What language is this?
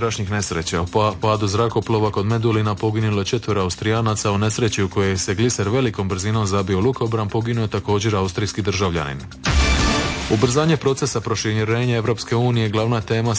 Croatian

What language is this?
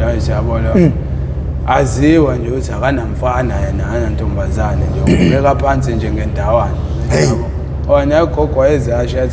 Zulu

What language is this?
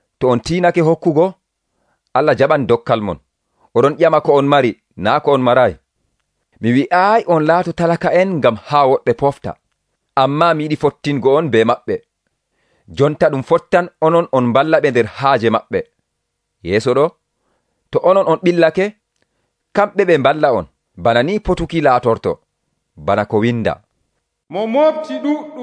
Nigerian Fulfulde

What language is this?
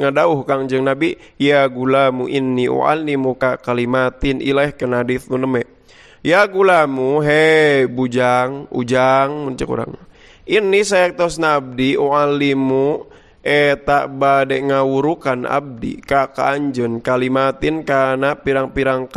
Sundanese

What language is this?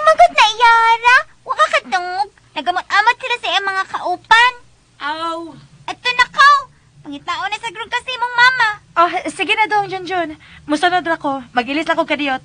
Cebuano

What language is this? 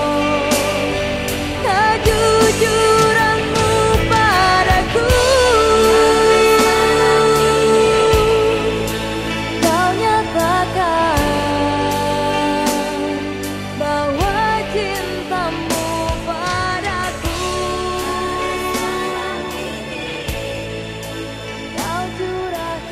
Indonesian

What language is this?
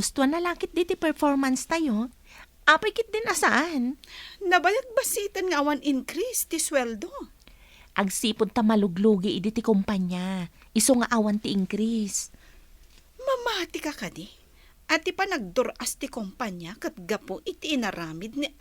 Iloko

